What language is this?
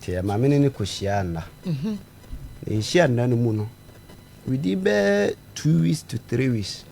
Akan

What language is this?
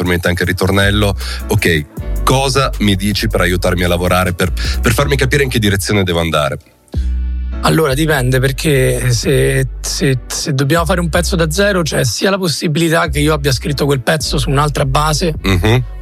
Italian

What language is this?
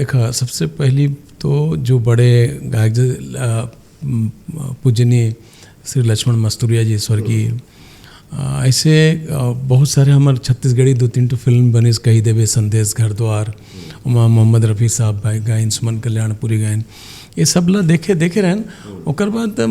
Chhattisgarhi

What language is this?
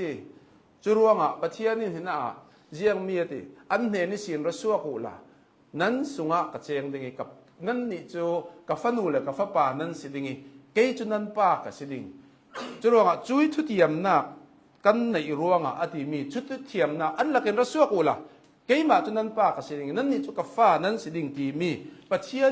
Hakha Chin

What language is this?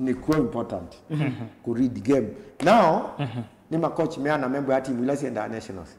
Kamba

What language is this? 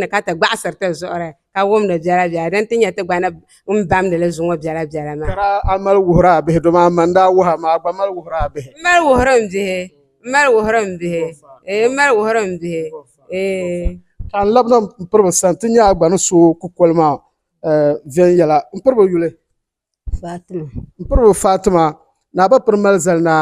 Dagbani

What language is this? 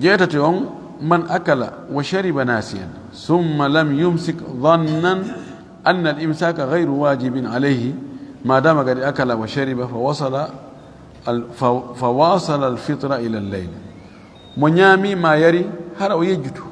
Fula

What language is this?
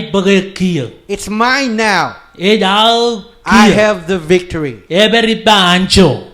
Marshallese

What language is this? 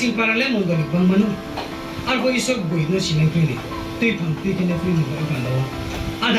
Riang (India)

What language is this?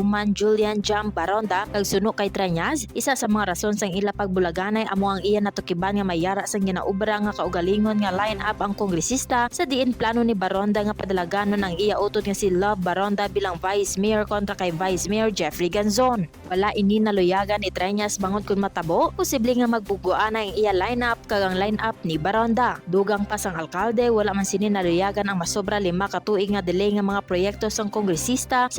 Hiligaynon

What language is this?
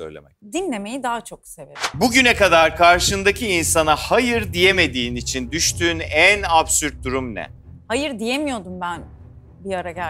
Turkish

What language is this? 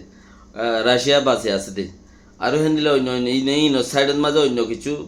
Rohingya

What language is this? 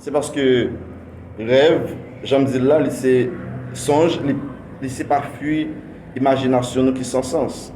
Haitian Creole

